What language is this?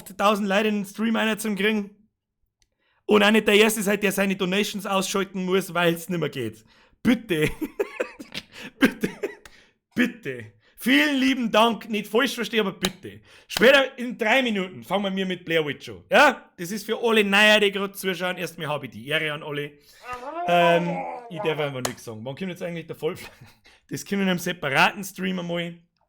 Bavarian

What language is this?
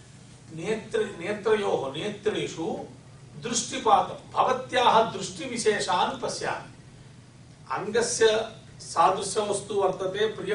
Sanskrit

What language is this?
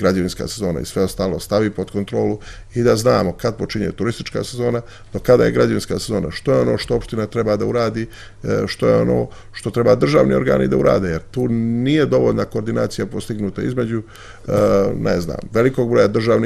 Serbian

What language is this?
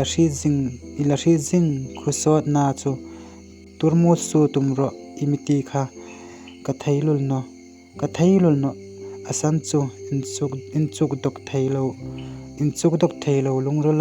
Hmar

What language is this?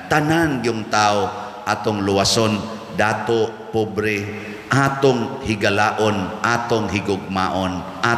Cebuano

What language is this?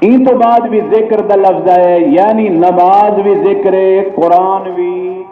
Saraiki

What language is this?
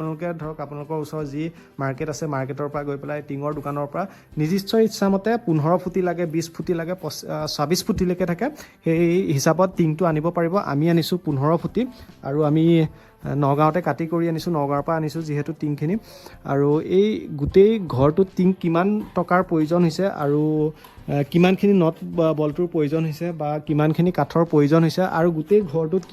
Assamese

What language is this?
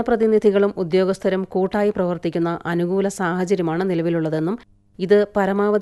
Malayalam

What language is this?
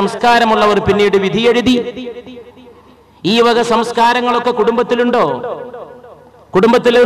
Malayalam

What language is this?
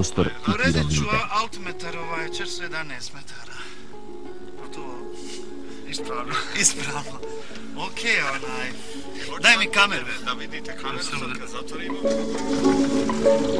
Bosnian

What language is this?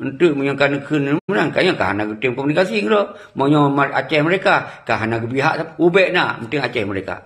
Achinese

